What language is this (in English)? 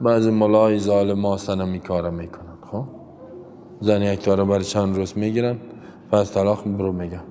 Persian